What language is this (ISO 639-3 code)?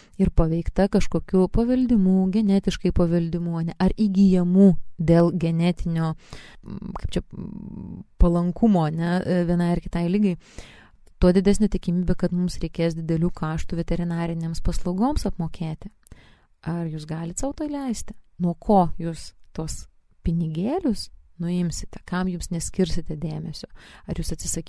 lit